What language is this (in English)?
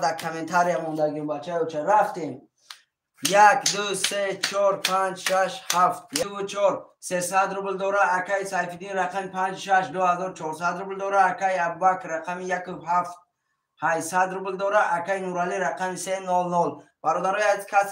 Tajik